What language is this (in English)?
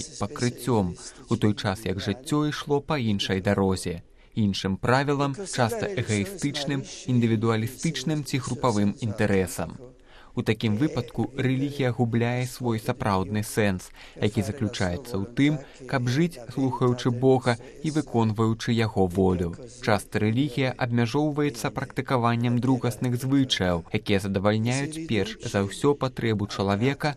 Belarusian